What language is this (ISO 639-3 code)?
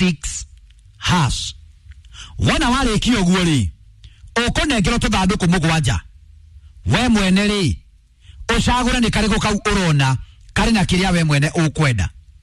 kik